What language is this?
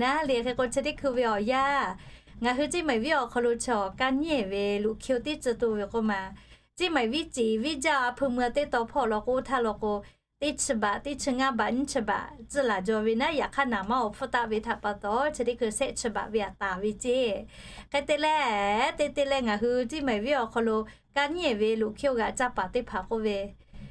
Lahu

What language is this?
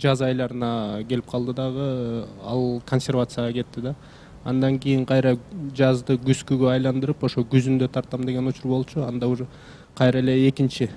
Kyrgyz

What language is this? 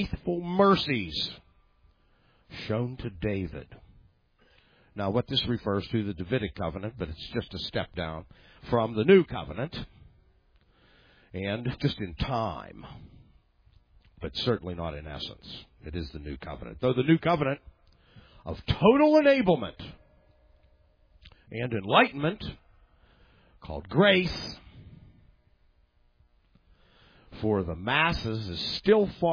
English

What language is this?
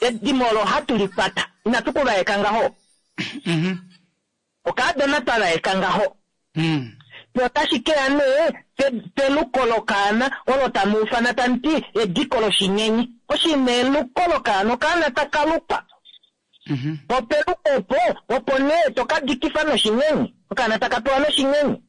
Kuanyama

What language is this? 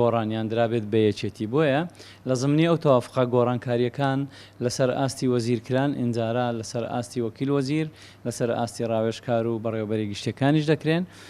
Central Kurdish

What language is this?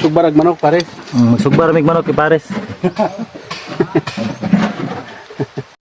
Cebuano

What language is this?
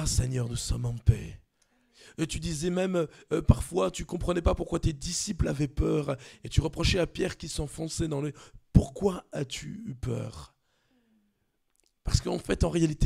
French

